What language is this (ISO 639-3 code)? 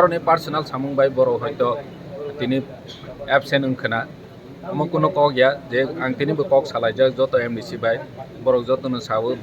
trp